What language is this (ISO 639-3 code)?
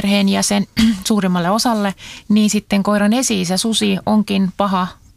fin